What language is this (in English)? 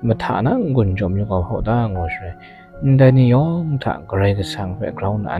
Kachin